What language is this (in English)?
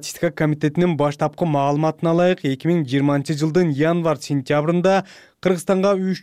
Kyrgyz